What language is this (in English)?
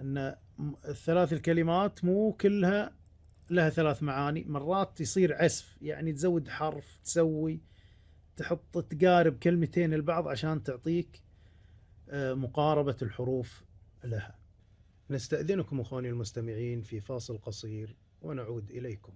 Gulf Arabic